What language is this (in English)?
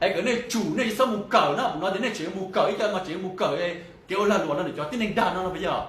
Hmong